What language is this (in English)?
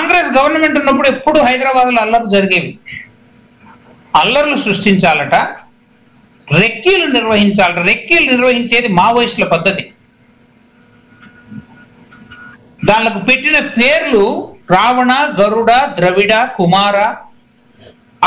Telugu